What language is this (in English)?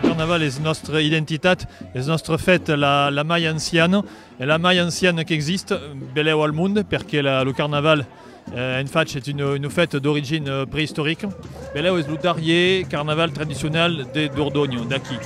Occitan